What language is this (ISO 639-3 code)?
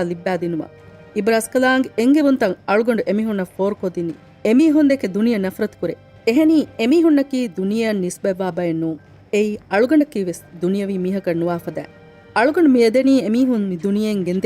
div